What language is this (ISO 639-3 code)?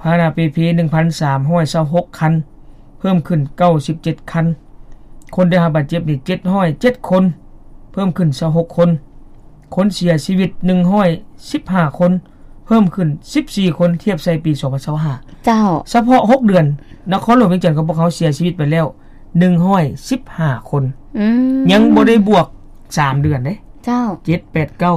lao